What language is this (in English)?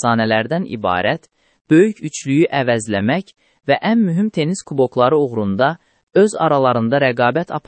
Azerbaijani